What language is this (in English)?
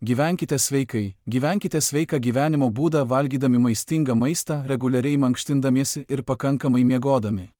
Lithuanian